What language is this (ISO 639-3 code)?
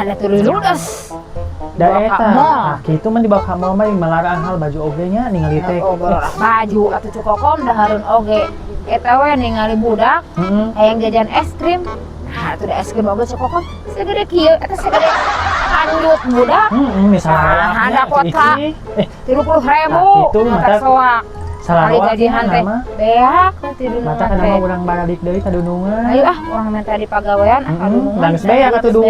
sun